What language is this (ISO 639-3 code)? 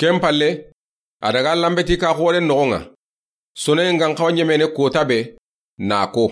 snk